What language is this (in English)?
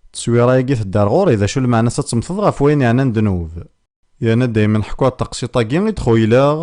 Kabyle